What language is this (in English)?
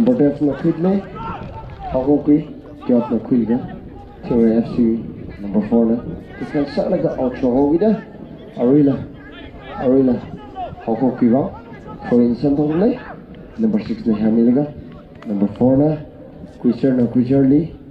Tangkhul Naga (India)